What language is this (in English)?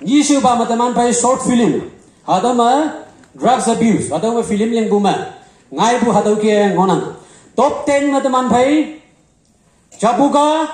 Konyak Naga